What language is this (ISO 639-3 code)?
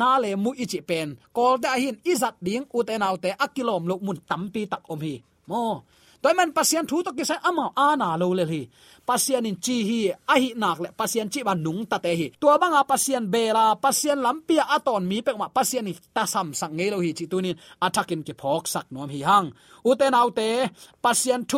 ctd